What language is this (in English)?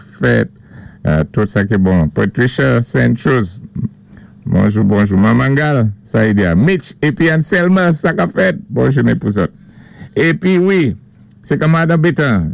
Saint Lucian Creole French